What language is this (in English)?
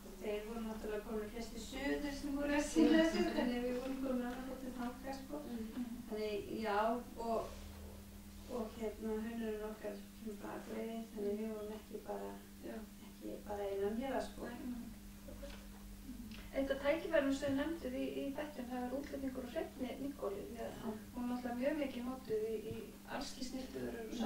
Icelandic